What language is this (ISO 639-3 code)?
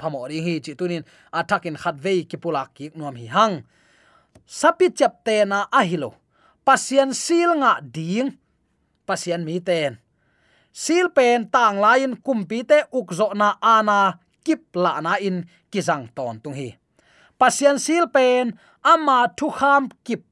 ctd